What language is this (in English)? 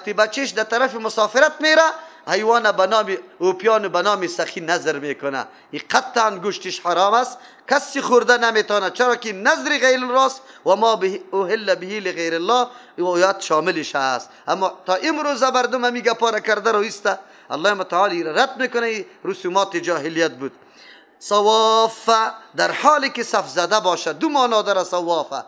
Persian